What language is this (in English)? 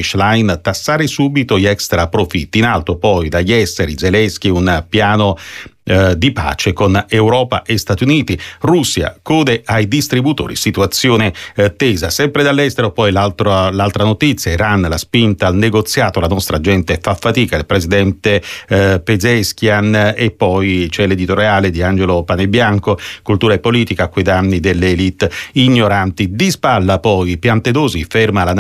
Italian